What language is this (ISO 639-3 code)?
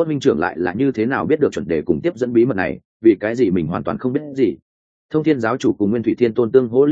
vie